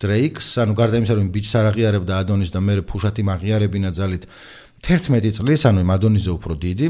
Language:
Georgian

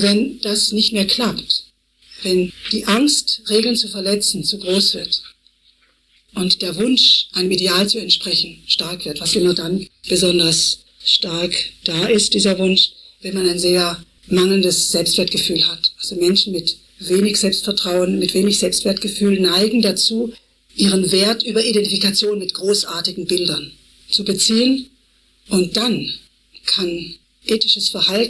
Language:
German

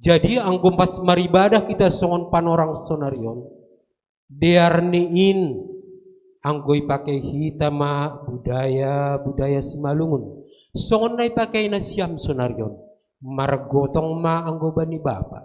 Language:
Batak Simalungun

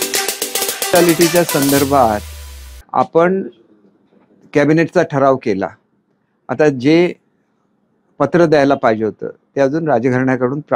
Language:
Marathi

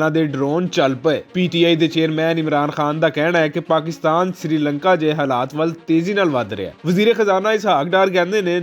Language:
Western Panjabi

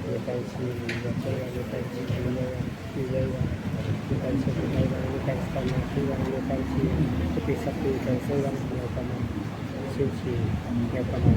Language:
Imbabura Highland Quichua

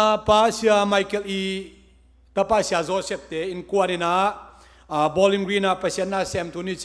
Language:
Tedim Chin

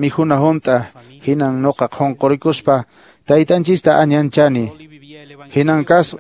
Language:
Quechua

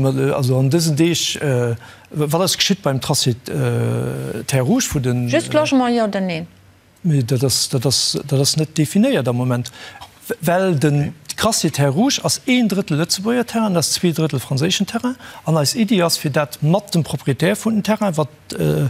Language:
Luxembourgish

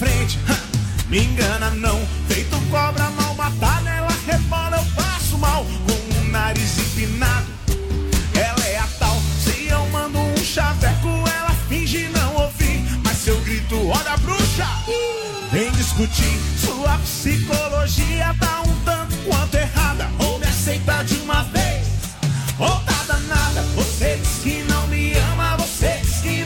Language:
Portuguese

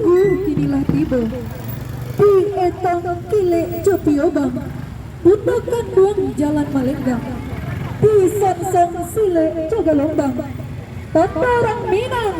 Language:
Minangkabau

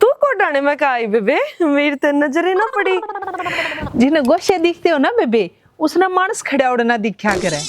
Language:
Haryanvi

